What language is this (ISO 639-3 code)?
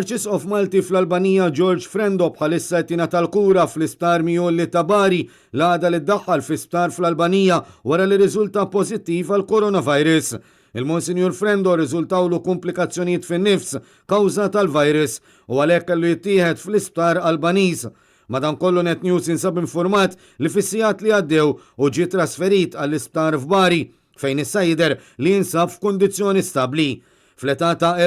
mlt